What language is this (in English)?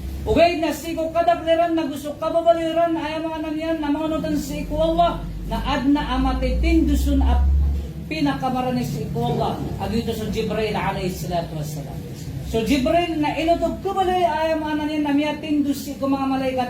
Maranao